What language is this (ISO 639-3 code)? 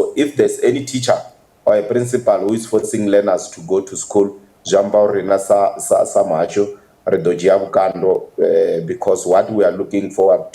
ven